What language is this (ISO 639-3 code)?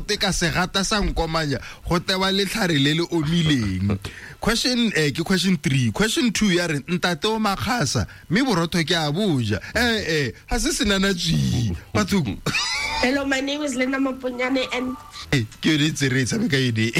tsn